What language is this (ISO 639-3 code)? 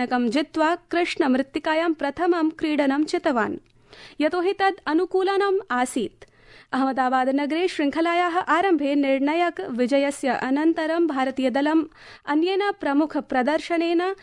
san